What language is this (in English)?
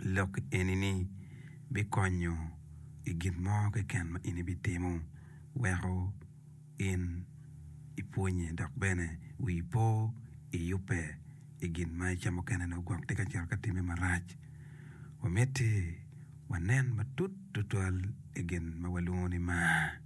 Acoli